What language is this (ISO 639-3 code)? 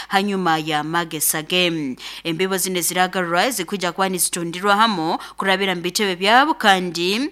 nyo